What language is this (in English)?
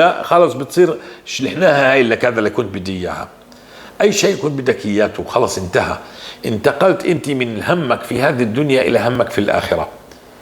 North Levantine Arabic